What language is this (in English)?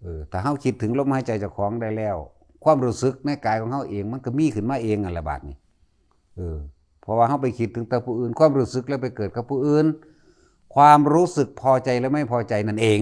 Northeastern Thai